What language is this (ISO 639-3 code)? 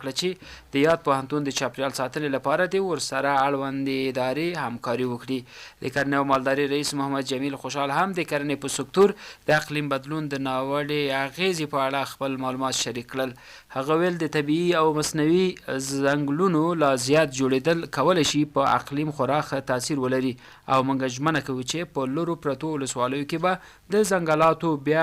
pus